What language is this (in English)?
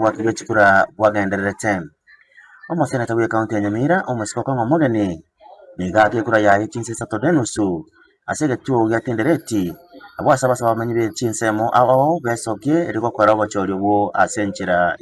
Gusii